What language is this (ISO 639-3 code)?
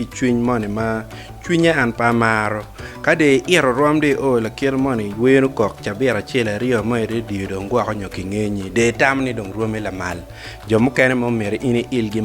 ach